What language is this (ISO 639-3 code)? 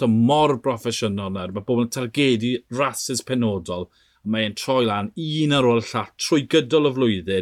cym